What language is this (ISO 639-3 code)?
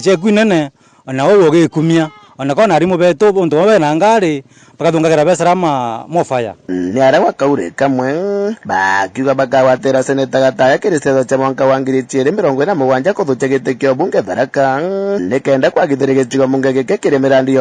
mer